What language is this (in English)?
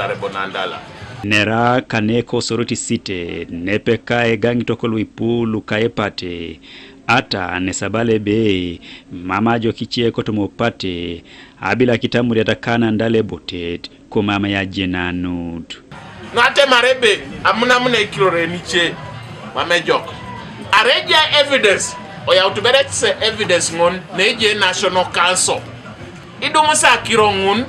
Teso